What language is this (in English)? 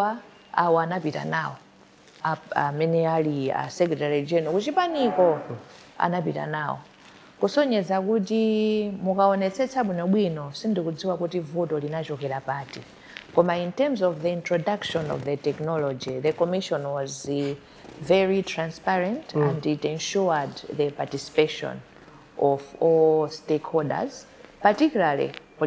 Nyanja